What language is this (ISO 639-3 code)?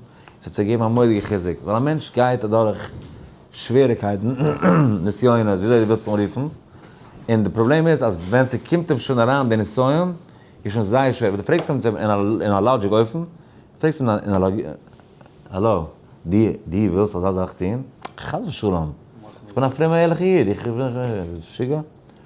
yid